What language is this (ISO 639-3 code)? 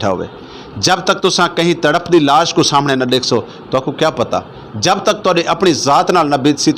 skr